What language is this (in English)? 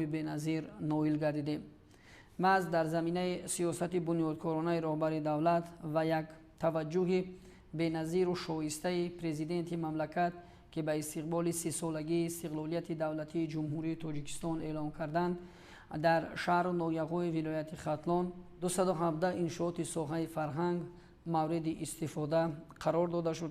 Tajik